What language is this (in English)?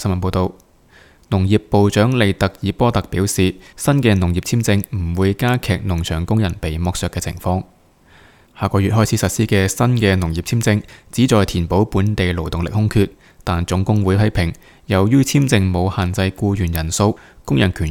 Cantonese